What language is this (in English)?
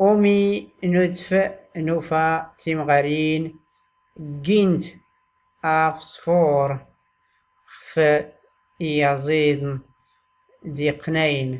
Tachelhit